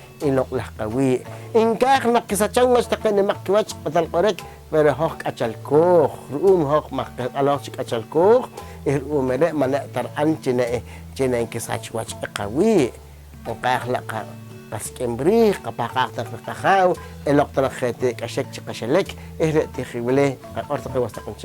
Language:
Poqomchi'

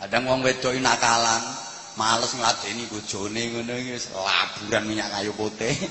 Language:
Javanese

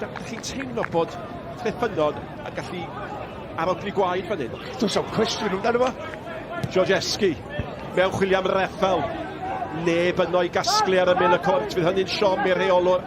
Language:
Welsh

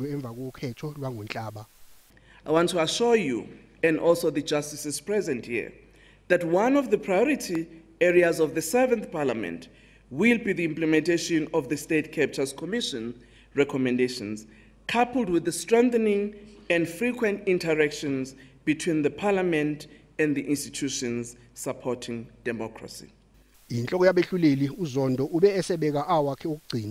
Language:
Zulu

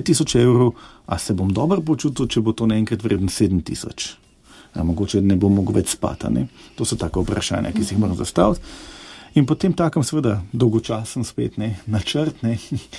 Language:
Slovenian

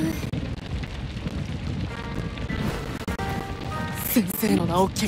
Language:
Japanese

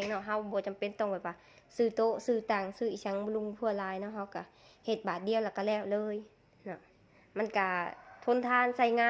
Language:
Lao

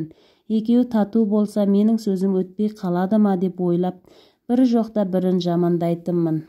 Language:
Kazakh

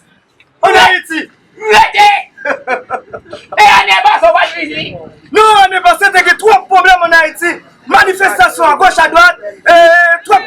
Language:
Haitian Creole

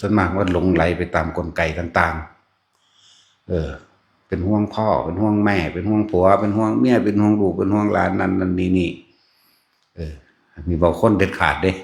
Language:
Northeastern Thai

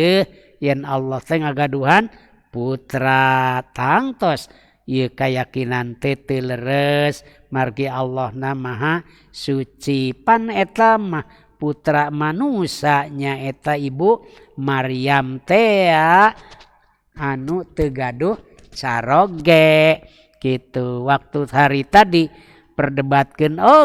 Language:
Sundanese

